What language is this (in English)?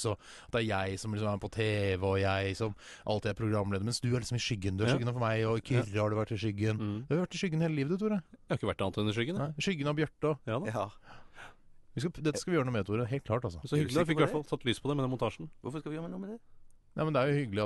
Norwegian